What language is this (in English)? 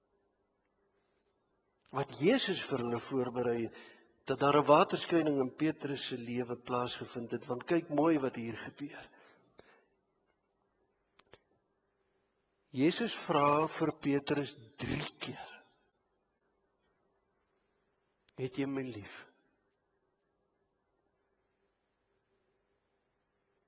Afrikaans